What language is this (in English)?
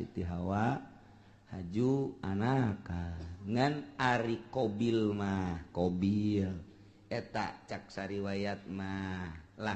Sundanese